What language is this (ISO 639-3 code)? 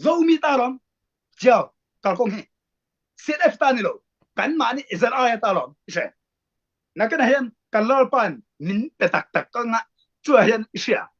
ctd